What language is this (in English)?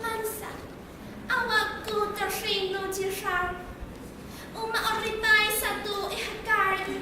Amis